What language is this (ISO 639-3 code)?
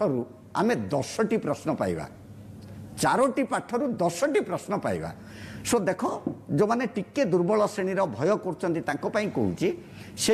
ori